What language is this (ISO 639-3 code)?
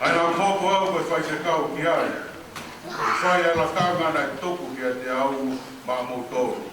ton